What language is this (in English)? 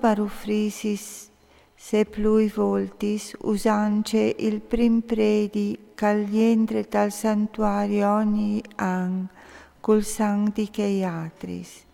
Friulian